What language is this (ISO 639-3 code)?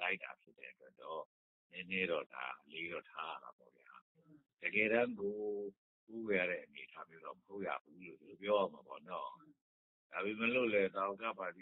mya